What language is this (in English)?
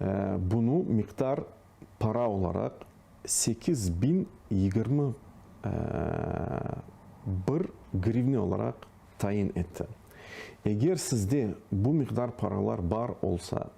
Crimean Tatar